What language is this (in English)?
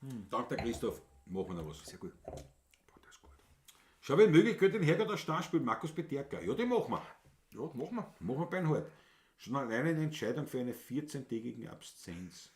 Bavarian